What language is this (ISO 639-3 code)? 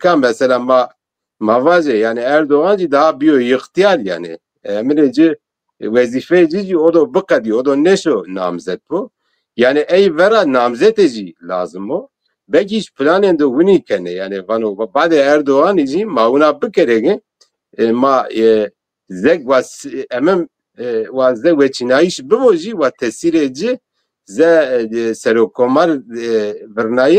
zza